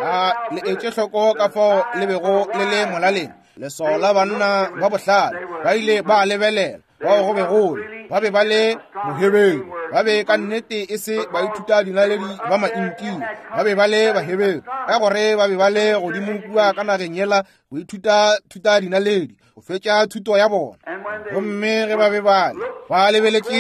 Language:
Northern Sotho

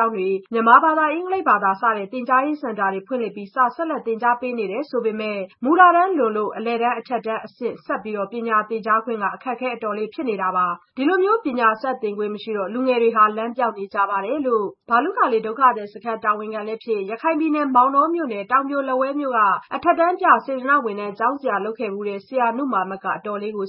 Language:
Burmese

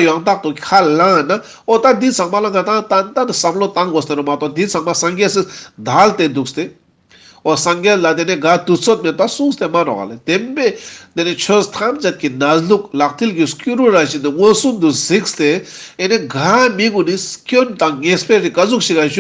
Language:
Ladakhi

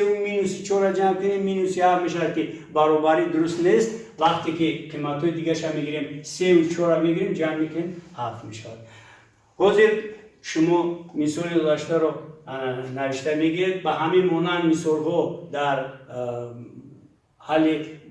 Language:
Tajik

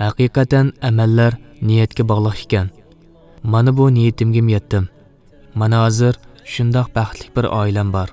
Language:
Uyghur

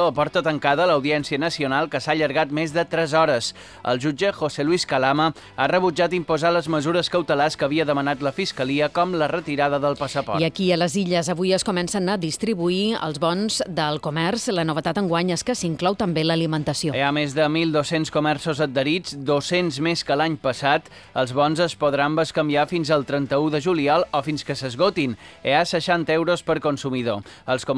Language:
Catalan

